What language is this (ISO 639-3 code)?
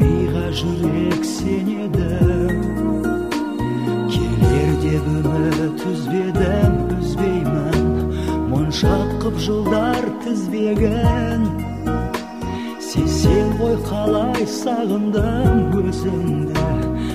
kaz